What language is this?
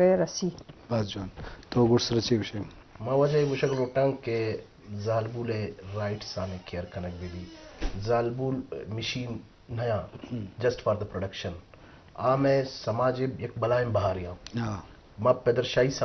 Eastern Balochi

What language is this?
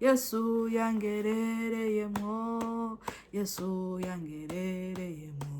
Rundi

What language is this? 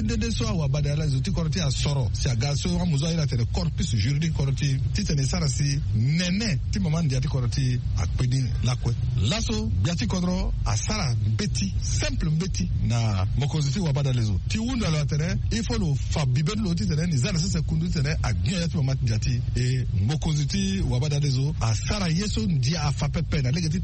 Sango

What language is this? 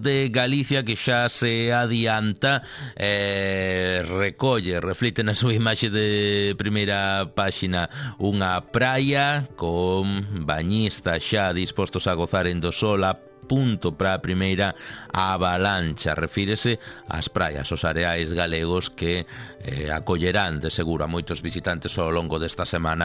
Galician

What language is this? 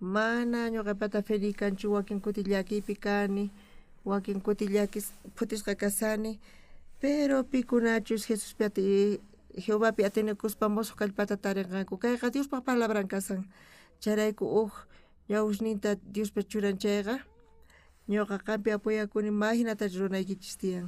South Bolivian Quechua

